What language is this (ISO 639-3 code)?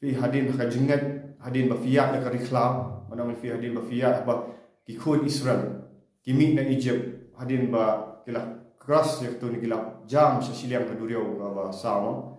kha